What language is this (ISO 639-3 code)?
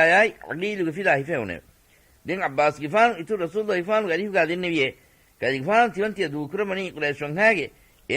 div